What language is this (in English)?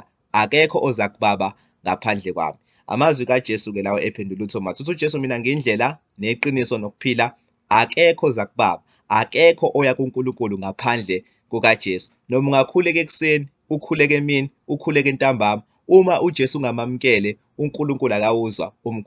Zulu